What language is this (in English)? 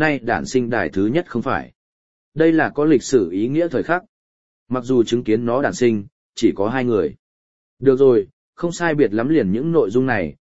Vietnamese